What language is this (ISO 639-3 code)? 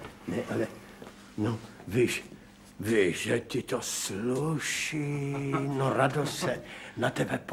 ces